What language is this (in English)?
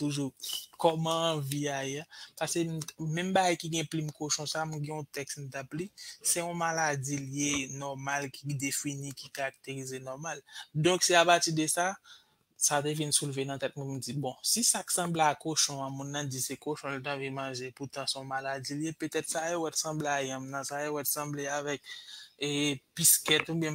Haitian Creole